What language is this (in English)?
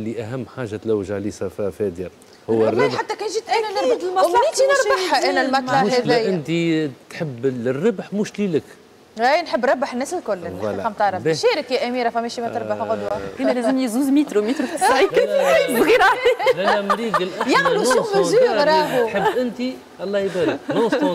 Tunisian Arabic